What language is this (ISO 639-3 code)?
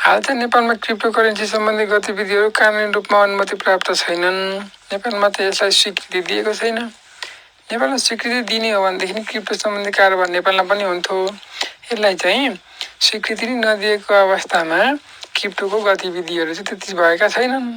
nep